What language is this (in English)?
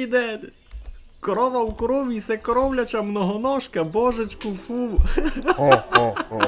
Rusyn